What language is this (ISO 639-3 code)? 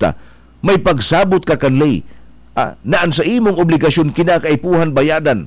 bik